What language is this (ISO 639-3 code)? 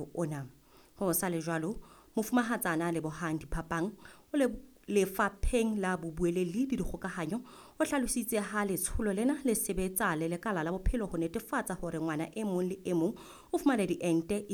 sot